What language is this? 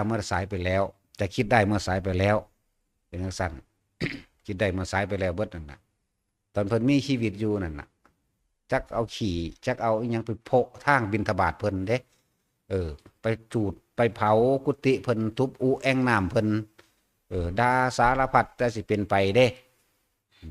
Northeastern Thai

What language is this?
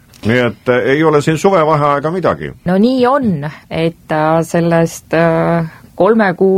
Estonian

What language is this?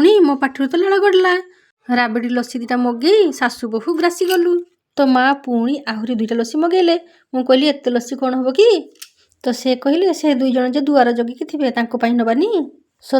Odia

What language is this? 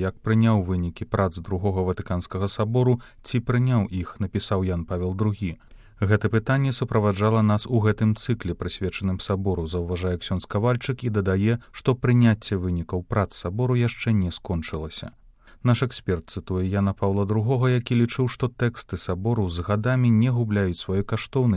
Belarusian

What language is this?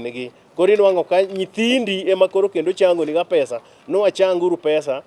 Luo (Kenya and Tanzania)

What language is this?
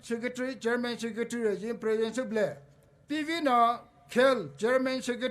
Poumei Naga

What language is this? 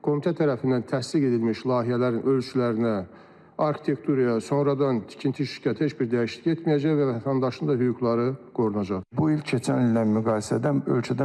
Azerbaijani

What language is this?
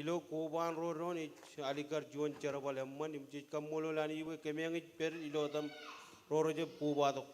Marshallese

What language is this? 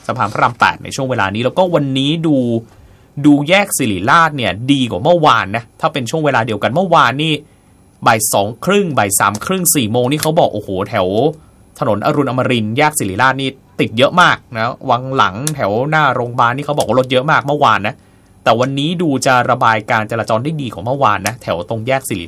Thai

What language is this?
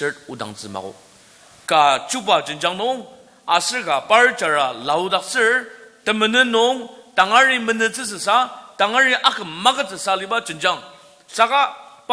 Ao Naga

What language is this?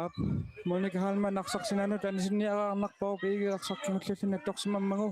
Kalaallisut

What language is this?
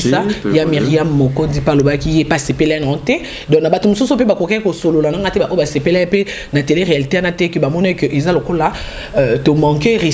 Lingala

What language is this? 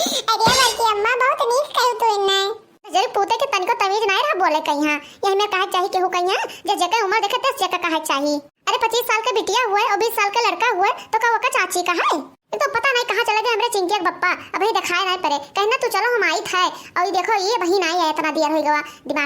Awadhi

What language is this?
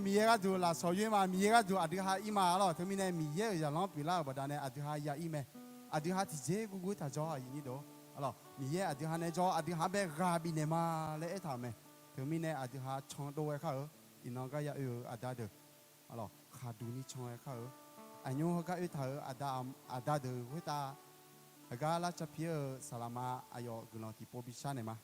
Akha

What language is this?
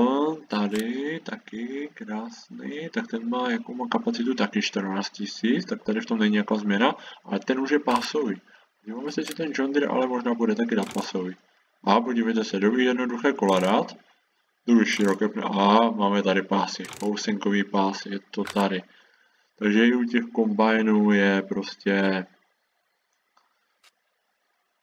Czech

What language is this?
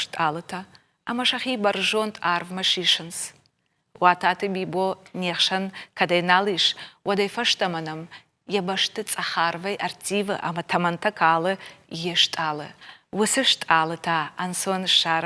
Ossetic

